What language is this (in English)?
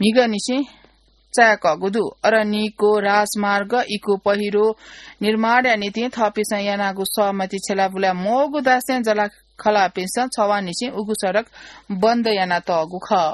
Newari